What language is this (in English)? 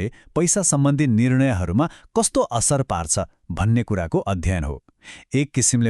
Nepali